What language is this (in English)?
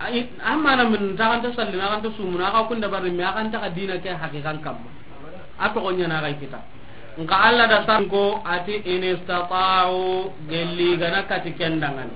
Soninke